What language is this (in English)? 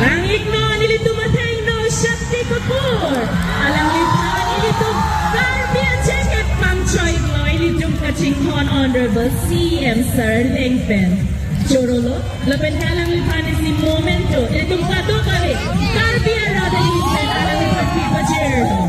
Karbi